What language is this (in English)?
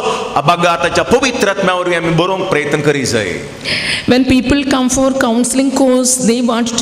Konkani